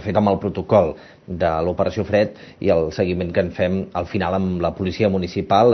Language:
Catalan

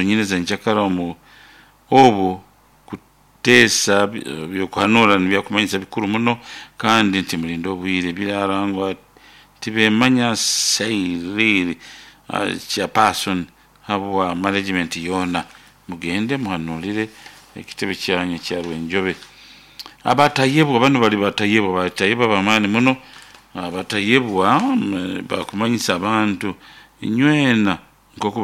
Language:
Nyoro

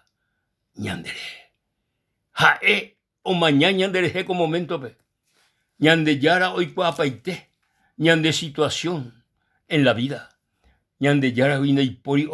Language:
Guarani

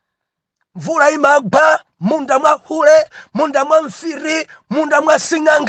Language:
Nyanja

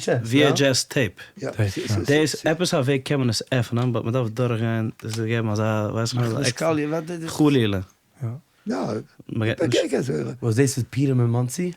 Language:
Yiddish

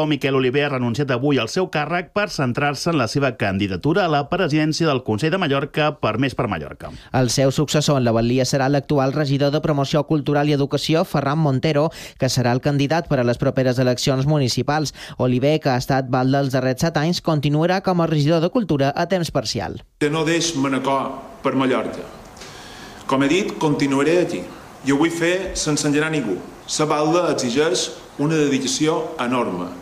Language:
Catalan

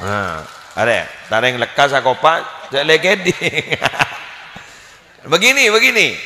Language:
Madurese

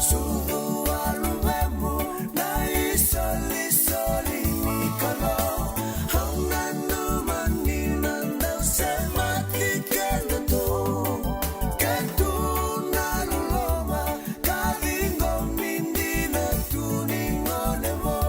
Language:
Fijian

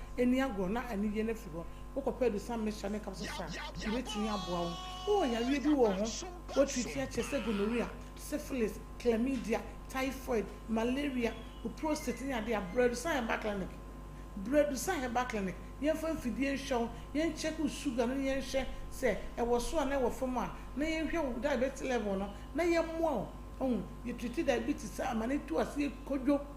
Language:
Akan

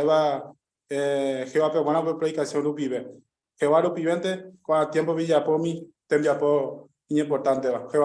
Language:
Guarani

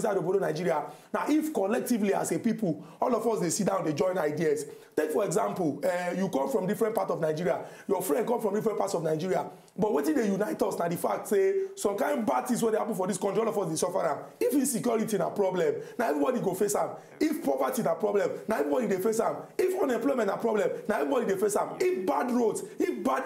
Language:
Nigerian Pidgin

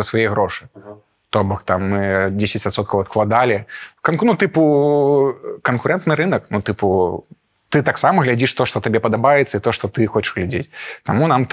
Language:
Belarusian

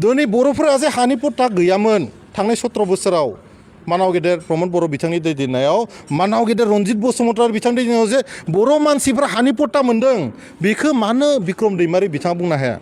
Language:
Bodo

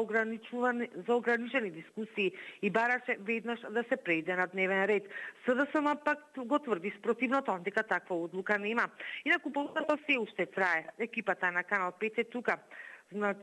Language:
Macedonian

